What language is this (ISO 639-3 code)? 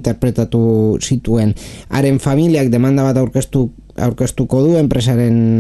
eus